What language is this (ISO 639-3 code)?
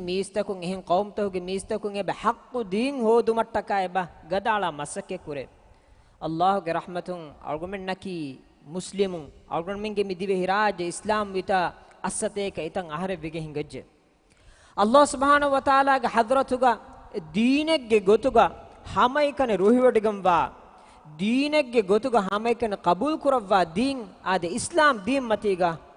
div